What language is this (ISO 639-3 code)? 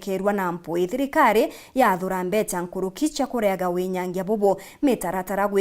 mer